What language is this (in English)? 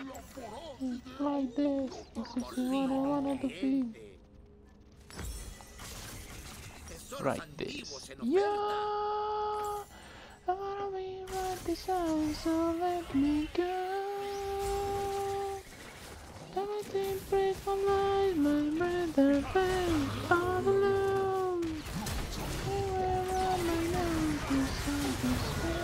Spanish